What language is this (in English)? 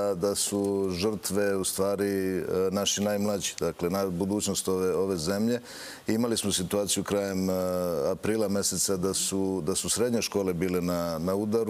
Serbian